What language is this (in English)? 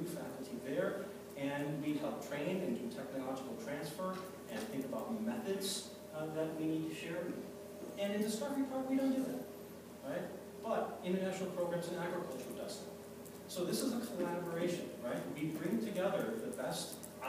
English